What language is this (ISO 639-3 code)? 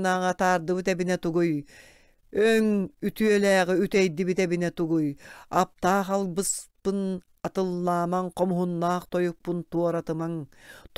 sah